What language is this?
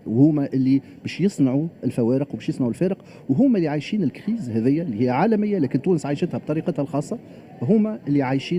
Tunisian Arabic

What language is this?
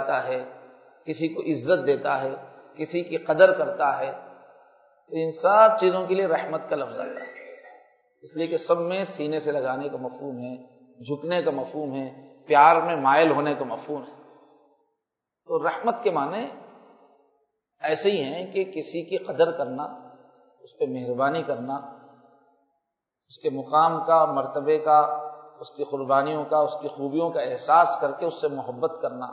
Urdu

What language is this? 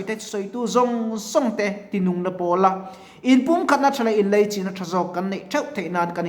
Mizo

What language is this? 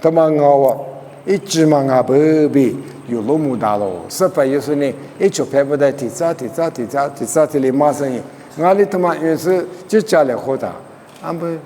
Lisu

